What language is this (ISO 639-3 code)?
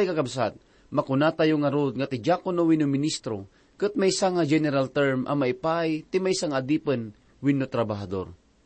ilo